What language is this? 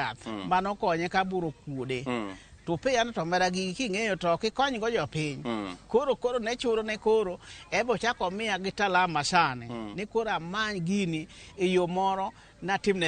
Luo (Kenya and Tanzania)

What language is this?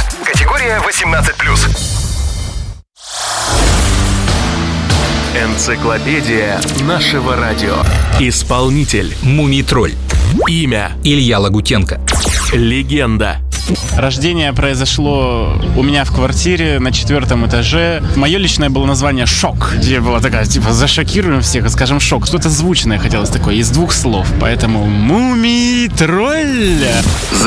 Russian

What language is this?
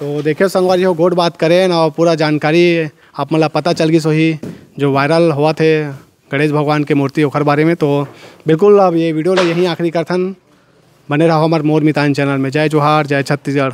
Chhattisgarhi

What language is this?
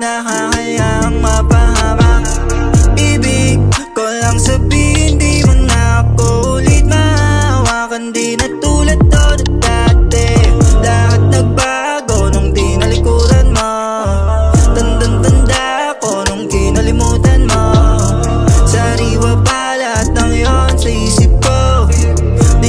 Filipino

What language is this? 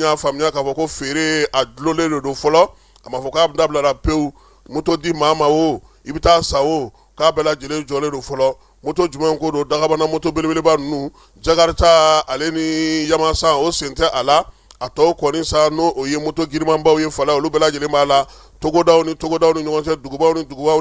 Bambara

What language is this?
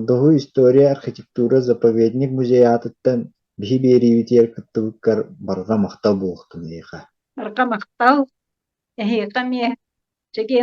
Yakut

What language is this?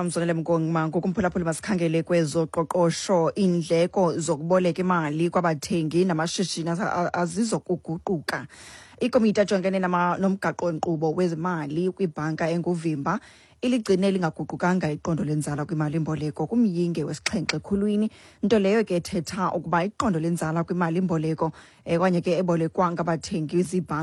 Xhosa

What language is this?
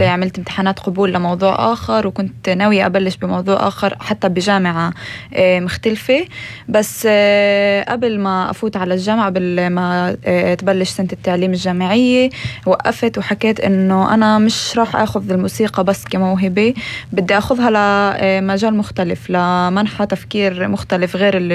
North Levantine Arabic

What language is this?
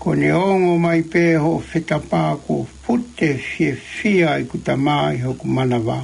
Tongan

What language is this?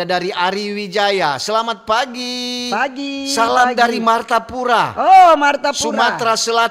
Manado Malay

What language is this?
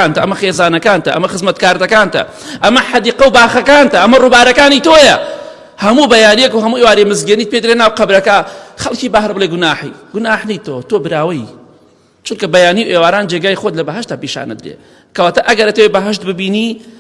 Central Kurdish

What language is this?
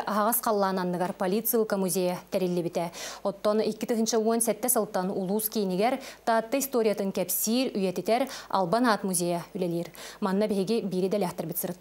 Yakut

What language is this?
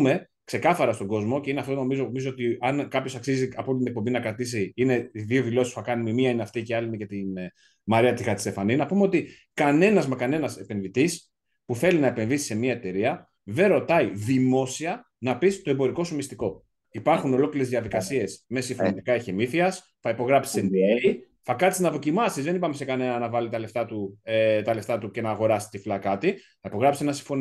Greek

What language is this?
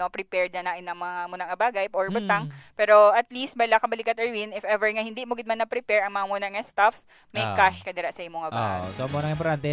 Hiligaynon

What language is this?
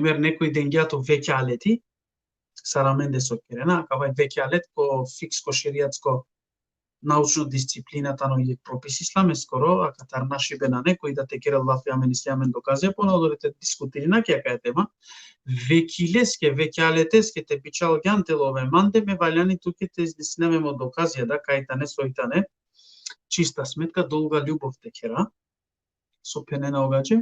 Balkan Romani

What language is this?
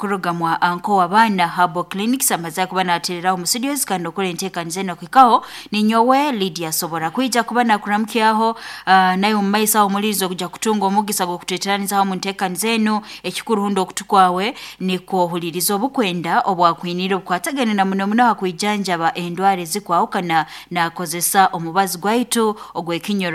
Nyoro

